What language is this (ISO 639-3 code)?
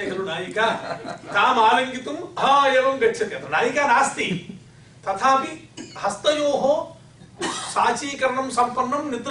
san